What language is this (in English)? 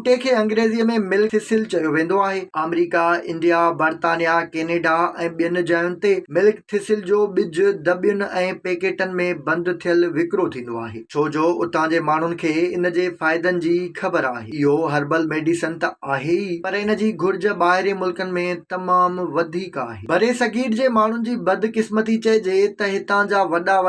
Sindhi